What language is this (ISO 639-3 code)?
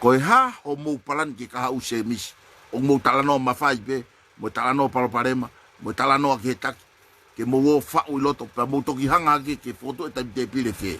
ton